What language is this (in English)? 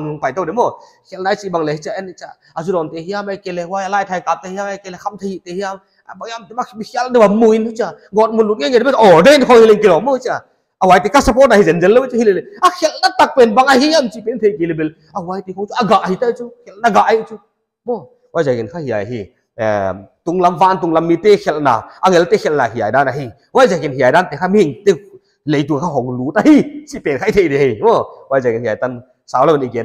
Paite Chin